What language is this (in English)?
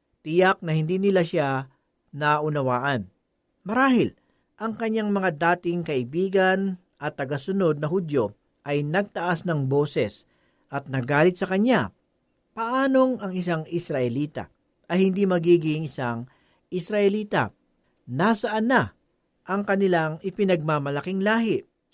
Filipino